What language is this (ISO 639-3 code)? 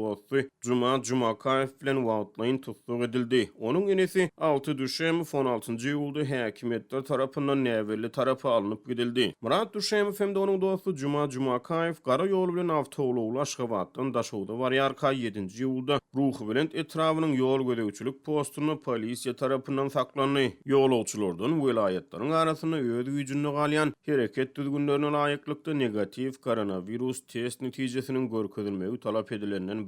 tuk